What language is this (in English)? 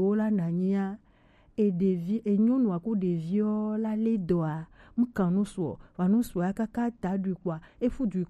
Gen